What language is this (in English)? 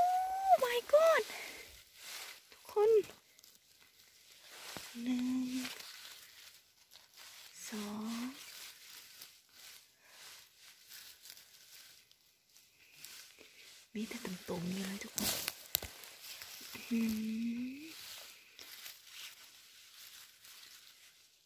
Thai